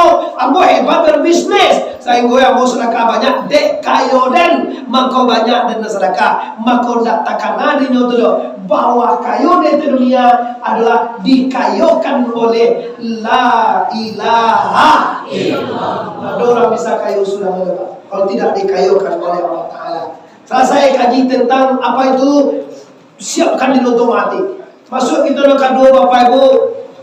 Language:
Minangkabau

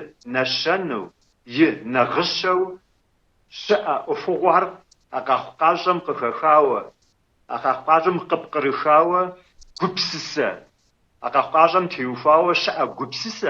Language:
Kabardian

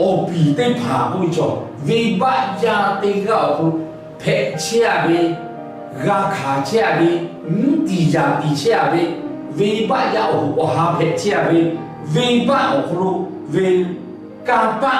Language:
Lahu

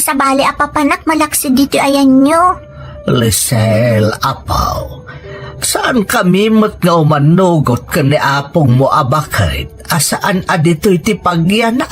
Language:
Iloko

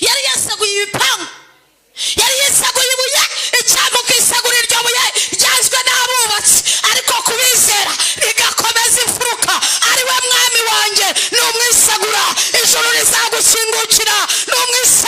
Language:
Kinyarwanda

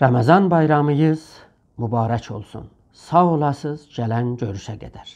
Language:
South Azerbaijani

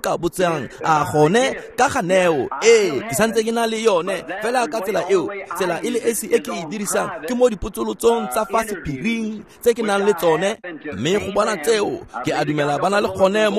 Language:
Tswana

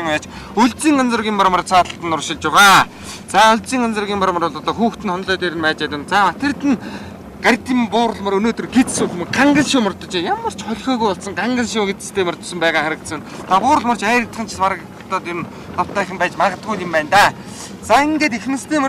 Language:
Mongolian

